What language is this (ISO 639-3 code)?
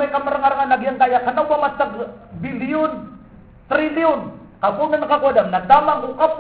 mrw